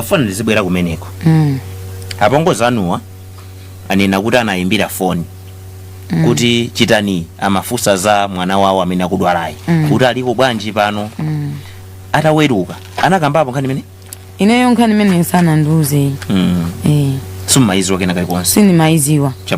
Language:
Nyanja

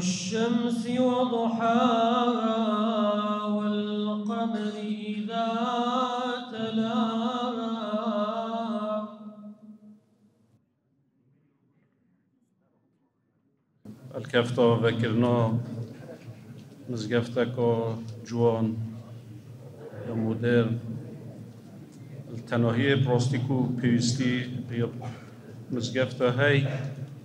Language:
Kurdish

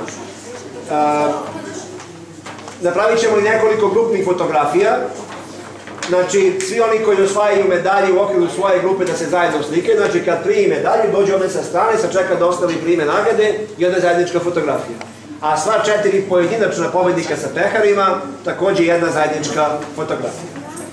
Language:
Serbian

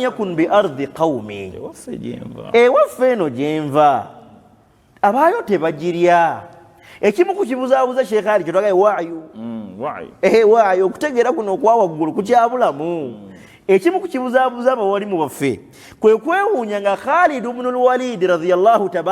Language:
Ganda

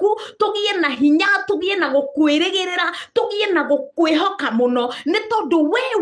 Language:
Kikuyu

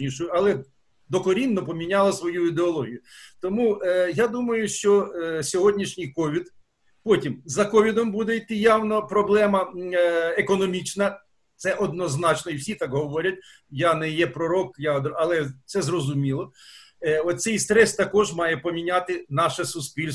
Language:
Ukrainian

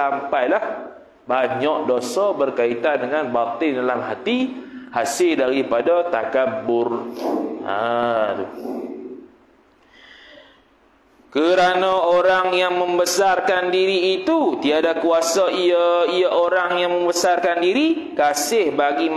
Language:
Malay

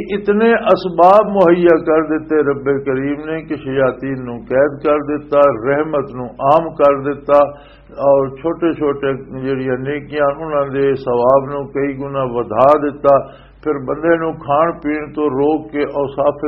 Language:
Western Panjabi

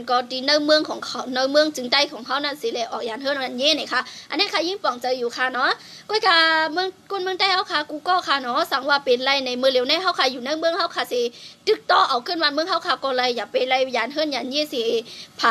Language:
Shan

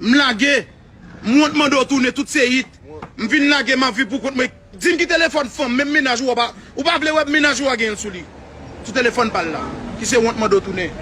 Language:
Haitian Creole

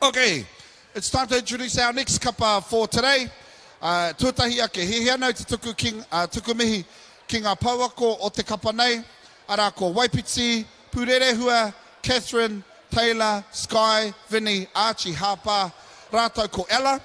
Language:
Māori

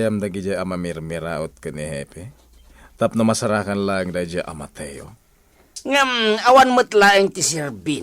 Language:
Iloko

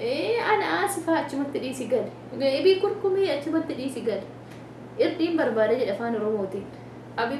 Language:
Oromo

